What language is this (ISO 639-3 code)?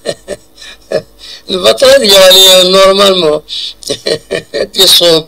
kab